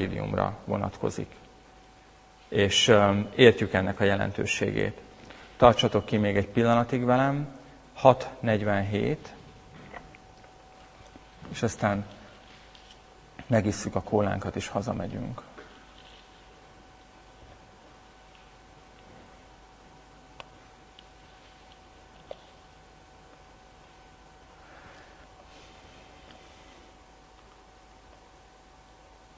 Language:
Hungarian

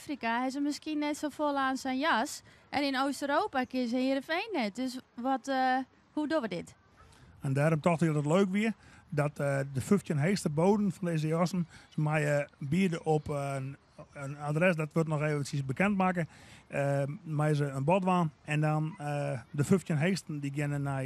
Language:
Western Frisian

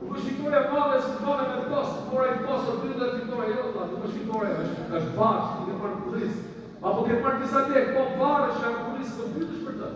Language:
Albanian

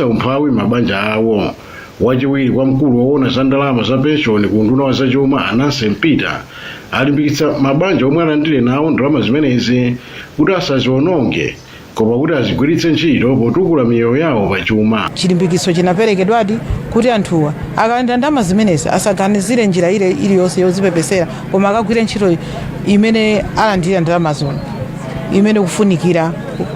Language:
Nyanja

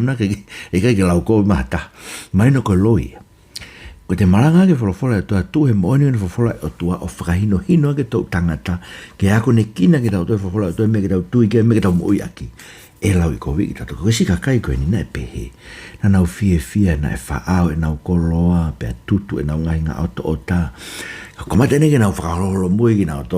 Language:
Tongan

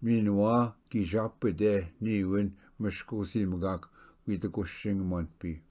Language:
Ojibwa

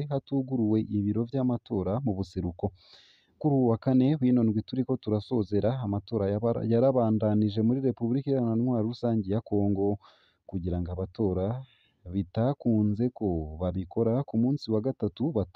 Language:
Rundi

